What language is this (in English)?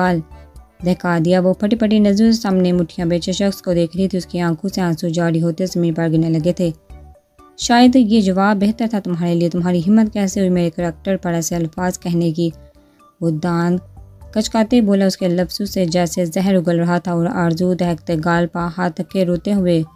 Urdu